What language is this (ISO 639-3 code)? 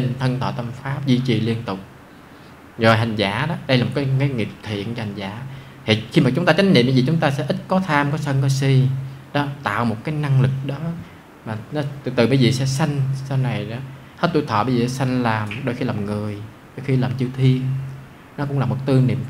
vie